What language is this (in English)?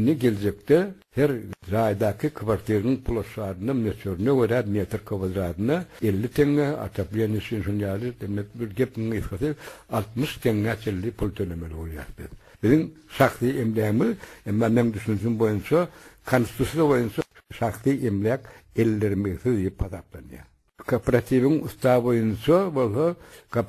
Turkmen